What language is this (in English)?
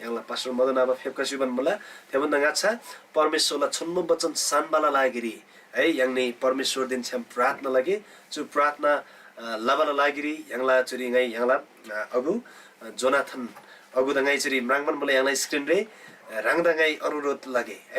Eastern Tamang